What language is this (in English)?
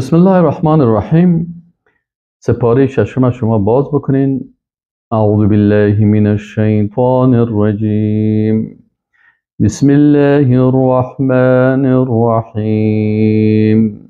Persian